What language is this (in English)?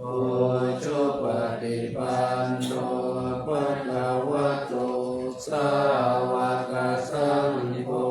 Pali